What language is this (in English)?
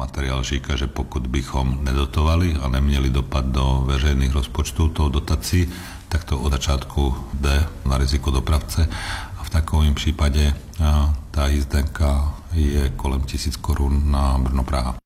Czech